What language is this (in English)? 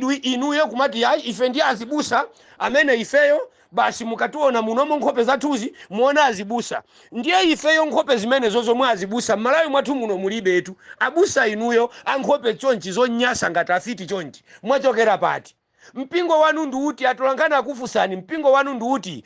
Nyanja